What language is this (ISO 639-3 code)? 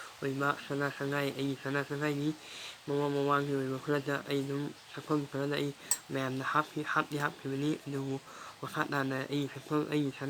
mni